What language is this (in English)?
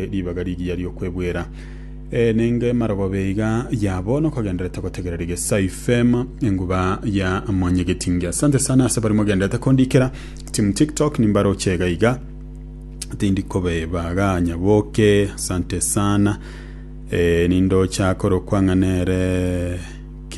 Gusii